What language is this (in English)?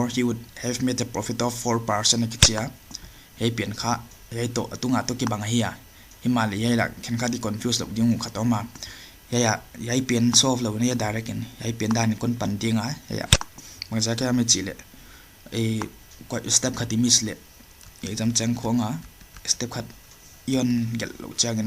Paite Chin